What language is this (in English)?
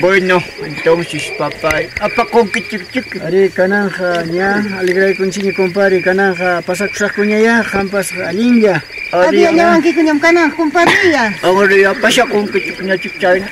Ayacucho Quechua